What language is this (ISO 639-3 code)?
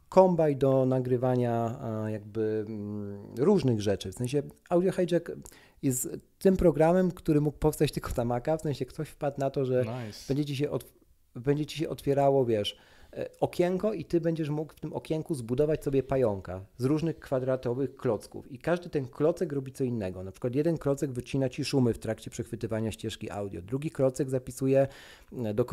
pol